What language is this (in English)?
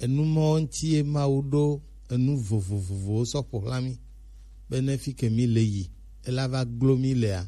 Gen